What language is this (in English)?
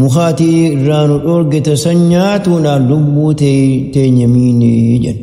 Oromo